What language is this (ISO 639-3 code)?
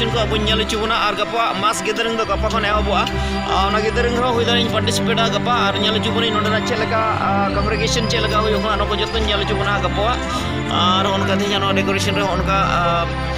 sat